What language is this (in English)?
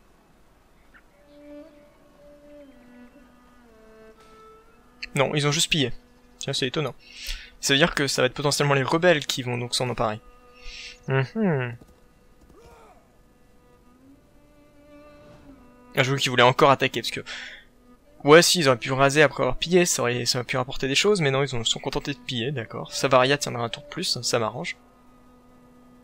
French